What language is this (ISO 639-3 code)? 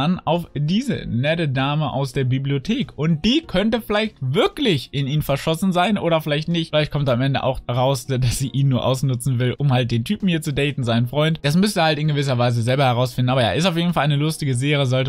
deu